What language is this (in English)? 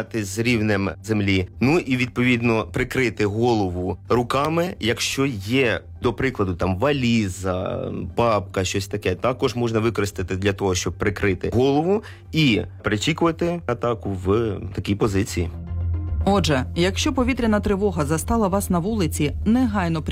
Ukrainian